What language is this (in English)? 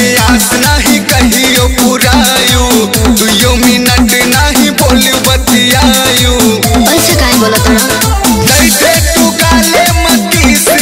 Bhojpuri